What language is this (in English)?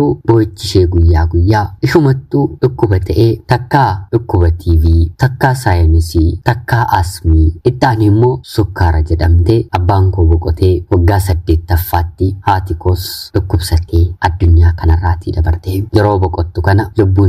Oromo